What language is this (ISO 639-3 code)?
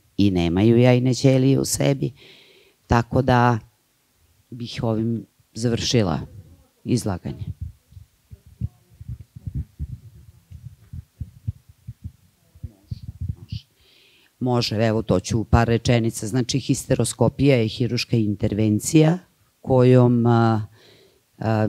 srp